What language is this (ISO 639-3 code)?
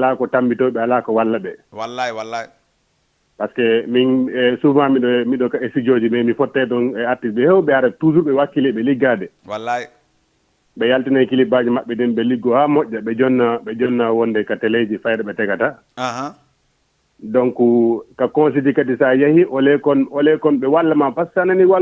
ful